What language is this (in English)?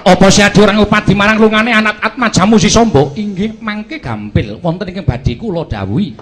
Javanese